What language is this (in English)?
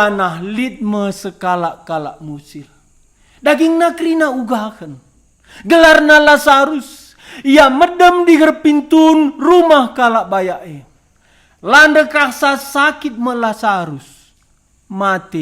Batak Karo